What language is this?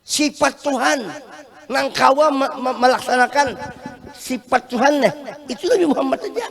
Banjar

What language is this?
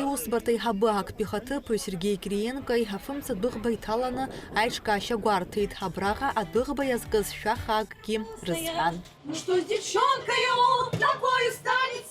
Abkhazian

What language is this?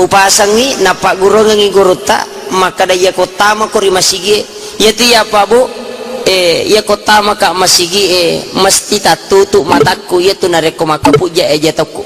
Buginese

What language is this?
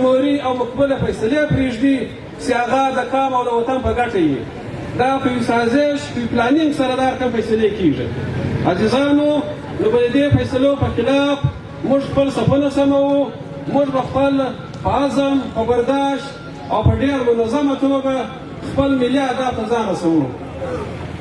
Pashto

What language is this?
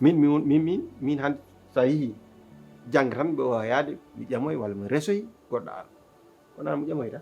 Fula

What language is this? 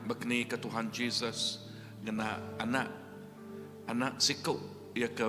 Iban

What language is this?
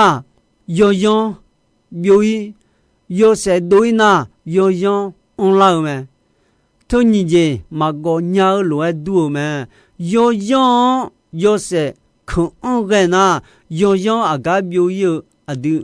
Akha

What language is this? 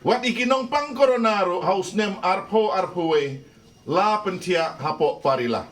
Khasi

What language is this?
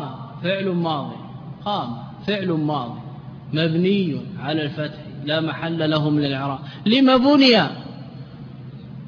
Arabic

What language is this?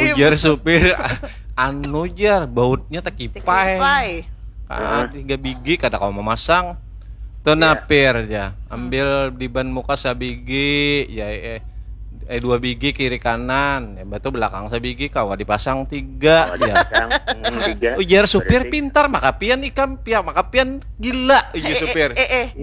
Banjar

